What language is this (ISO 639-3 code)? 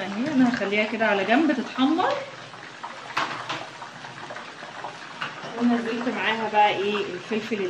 arz